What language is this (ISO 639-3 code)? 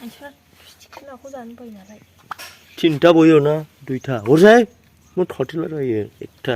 brx